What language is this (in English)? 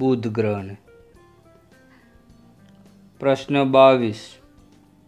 Gujarati